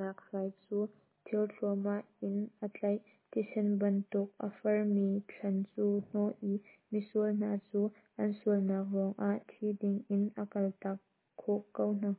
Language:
Hakha Chin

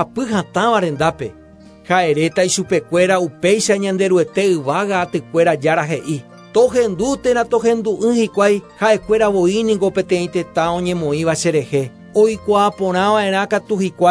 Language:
Guarani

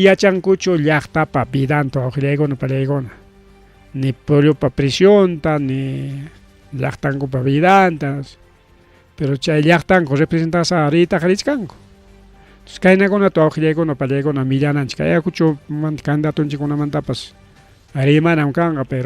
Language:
Ayacucho Quechua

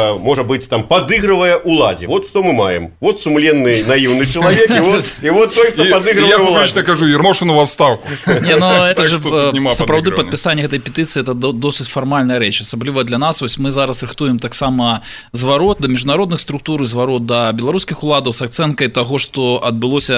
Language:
Belarusian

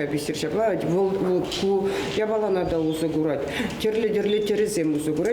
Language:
Chuvash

